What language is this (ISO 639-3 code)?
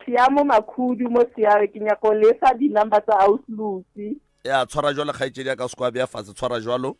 nso